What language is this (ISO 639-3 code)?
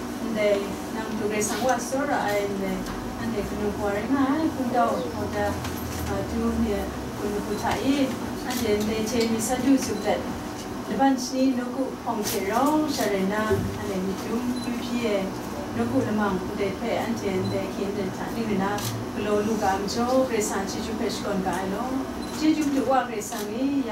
kac